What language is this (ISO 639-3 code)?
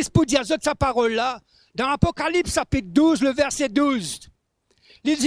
mfe